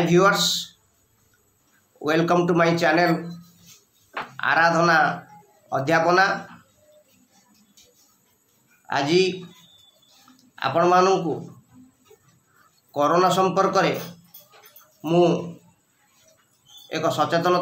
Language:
Odia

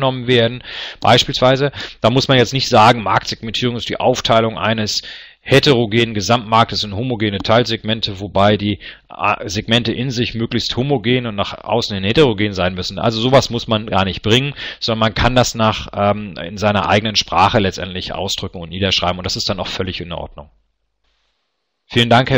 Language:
German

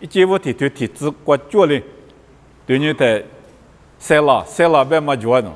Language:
Lisu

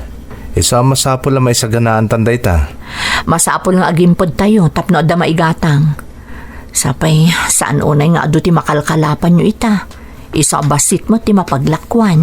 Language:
Iloko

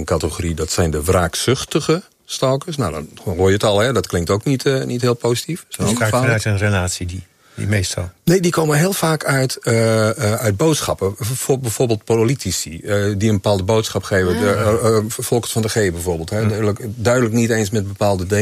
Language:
Dutch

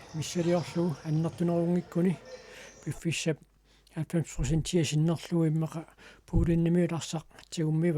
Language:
Kalaallisut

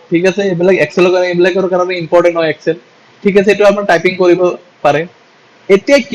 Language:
Assamese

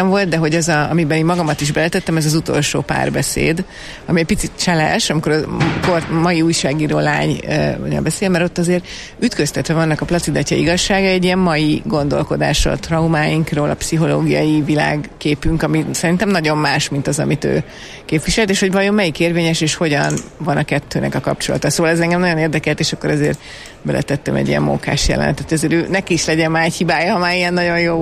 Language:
Hungarian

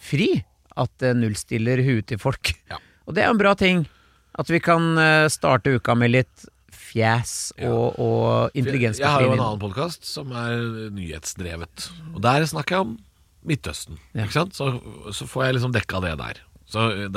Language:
Norwegian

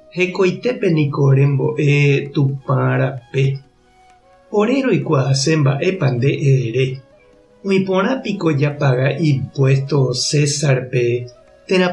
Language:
Guarani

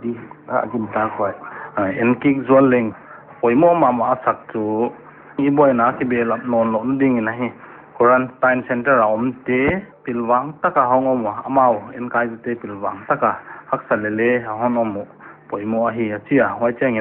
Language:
Paite Chin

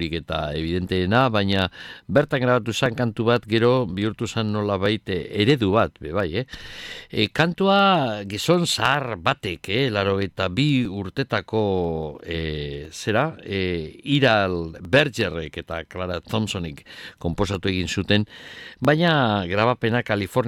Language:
Basque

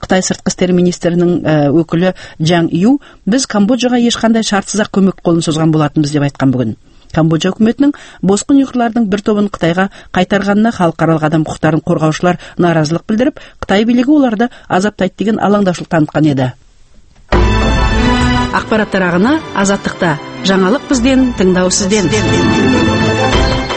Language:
Kazakh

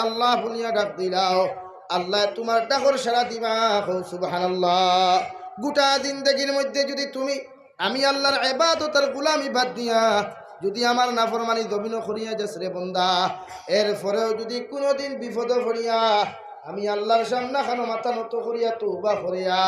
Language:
Sylheti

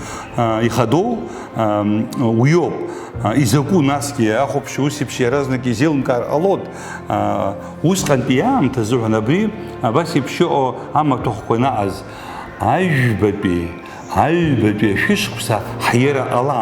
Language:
Abkhazian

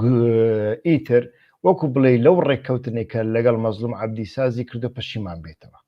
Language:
Central Kurdish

